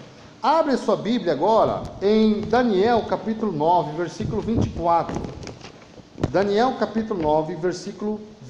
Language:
Portuguese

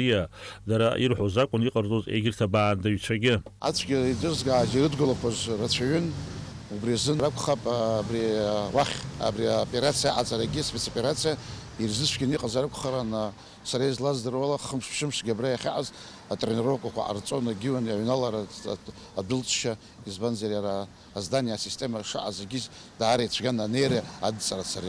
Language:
Abkhazian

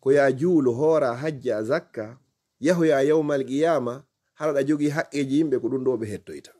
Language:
Fula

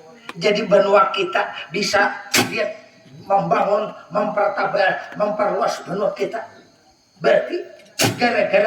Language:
Banjar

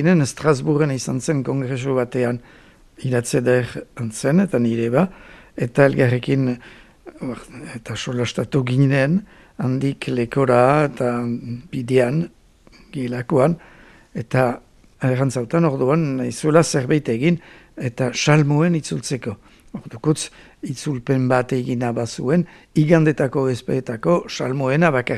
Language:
Basque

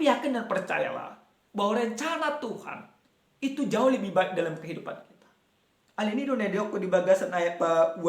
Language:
Batak Toba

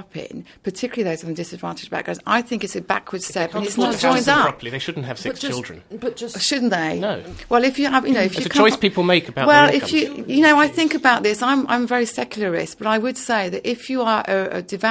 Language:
English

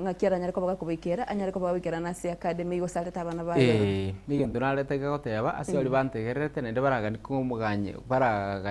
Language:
Gusii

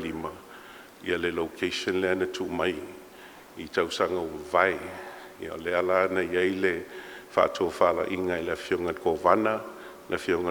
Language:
Samoan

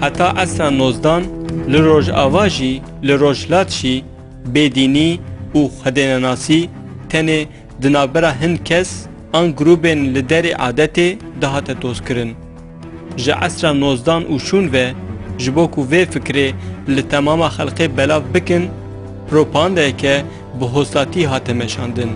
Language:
Kurdish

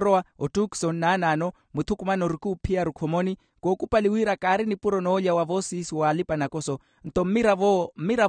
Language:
Makhuwa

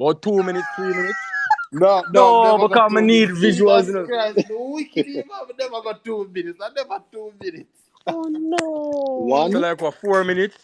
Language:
Jamaican Creole English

